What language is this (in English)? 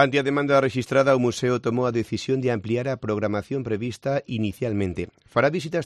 Galician